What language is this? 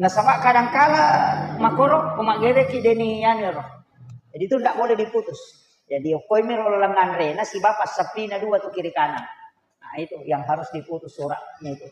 Buginese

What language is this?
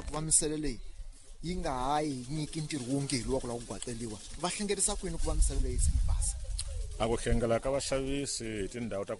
Tsonga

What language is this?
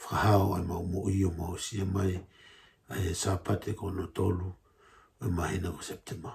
Tongan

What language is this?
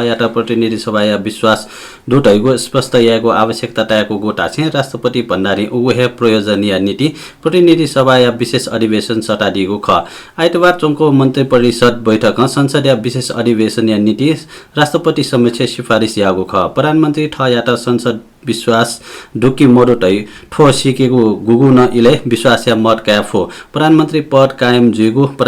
Newari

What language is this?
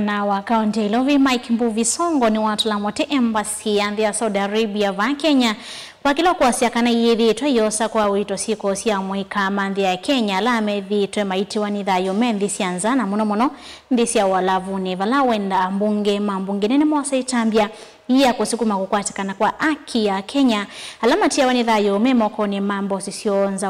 Kamba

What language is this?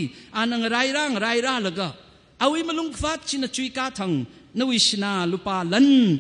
Tangkhul Naga (India)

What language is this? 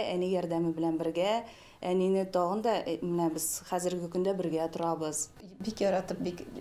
Tatar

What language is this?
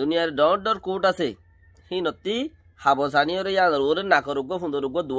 Rohingya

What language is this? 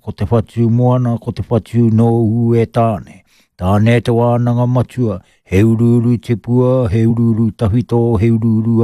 Māori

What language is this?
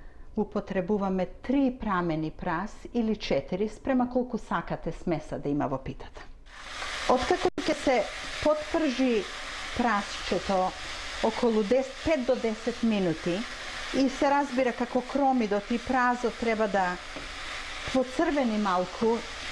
Macedonian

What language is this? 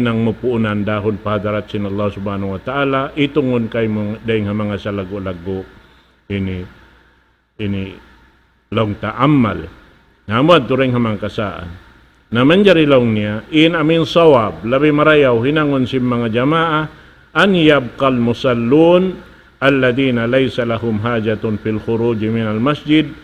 Tausug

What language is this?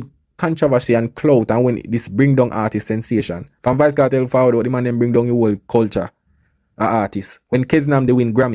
Jamaican Creole English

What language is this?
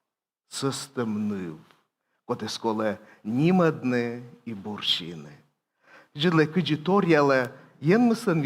Komi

